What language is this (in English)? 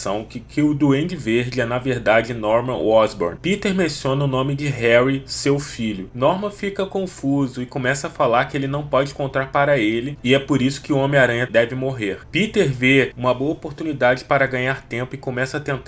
Portuguese